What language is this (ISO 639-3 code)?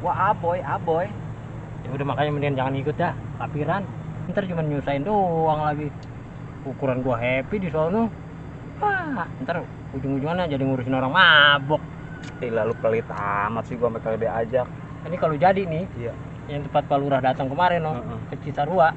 bew